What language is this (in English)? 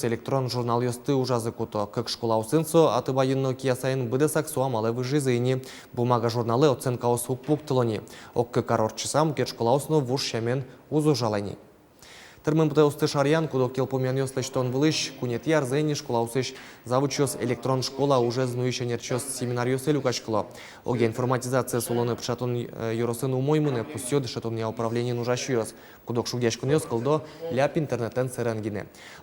Udmurt